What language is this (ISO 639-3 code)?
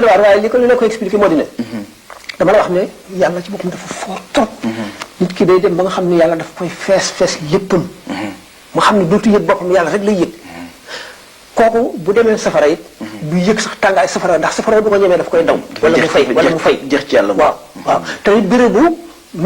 wol